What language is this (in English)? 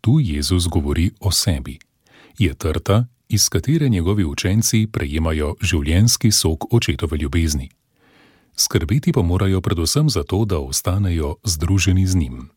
Slovenian